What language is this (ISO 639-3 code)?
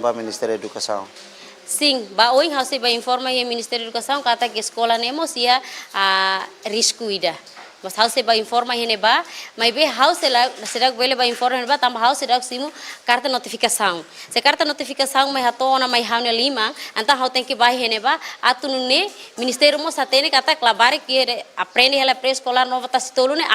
tet